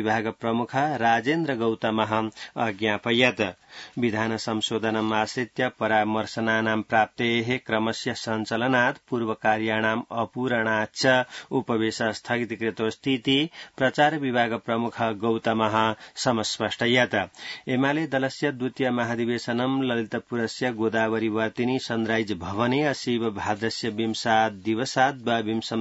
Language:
Sanskrit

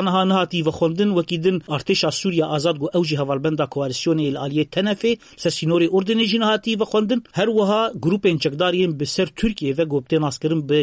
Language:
Kurdish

